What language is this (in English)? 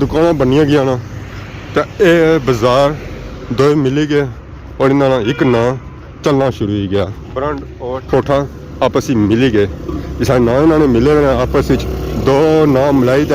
Pahari-Potwari